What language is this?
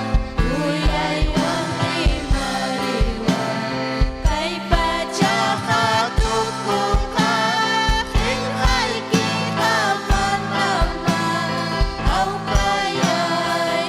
Ayacucho Quechua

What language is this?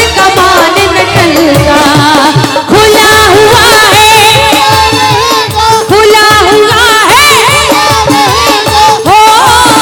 Hindi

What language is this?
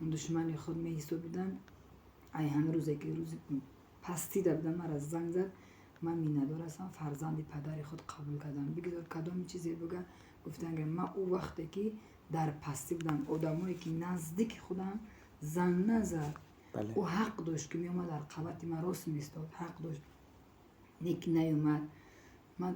Tajik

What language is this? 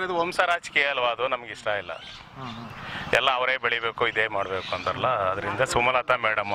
Kannada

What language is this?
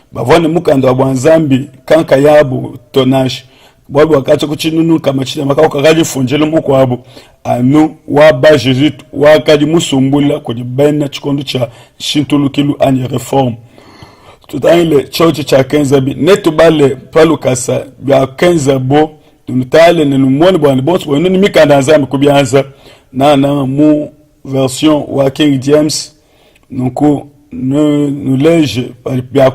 Luba-Lulua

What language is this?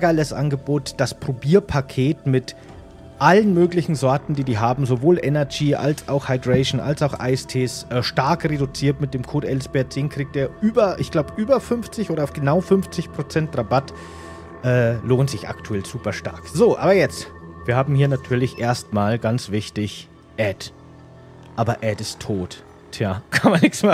German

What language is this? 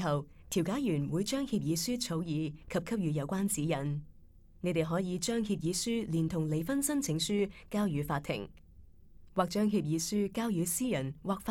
Cantonese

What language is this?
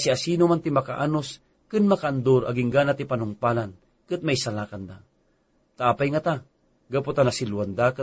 Iloko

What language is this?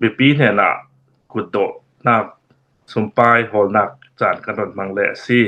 Hakha Chin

